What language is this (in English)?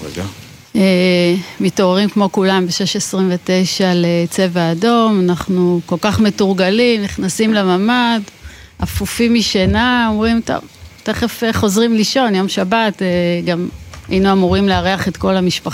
Hebrew